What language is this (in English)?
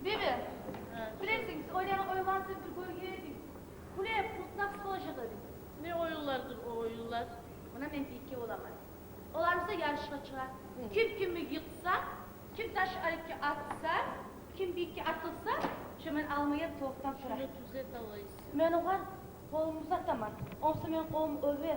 Kumyk